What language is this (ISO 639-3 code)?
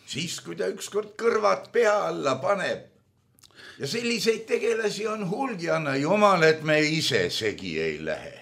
est